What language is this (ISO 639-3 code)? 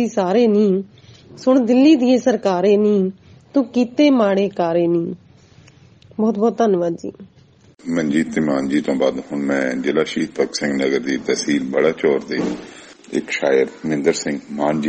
pan